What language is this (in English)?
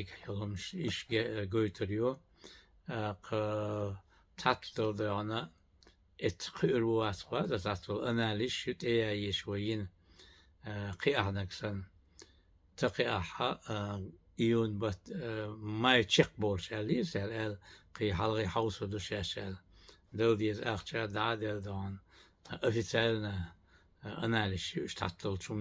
Chechen